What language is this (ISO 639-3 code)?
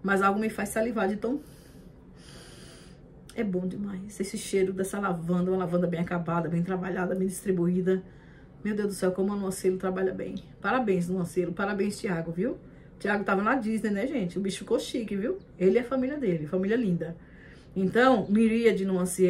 por